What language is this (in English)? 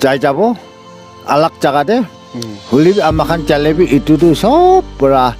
Naga Pidgin